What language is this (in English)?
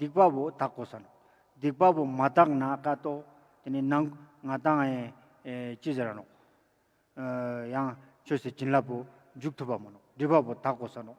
Ladakhi